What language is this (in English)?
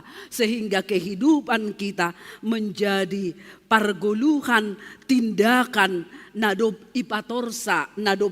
Batak Simalungun